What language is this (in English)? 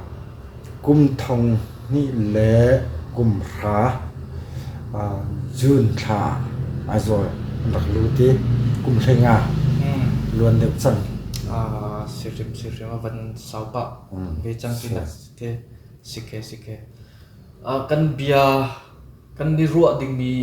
Hakha Chin